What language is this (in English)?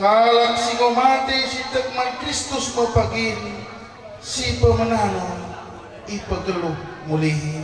Batak Karo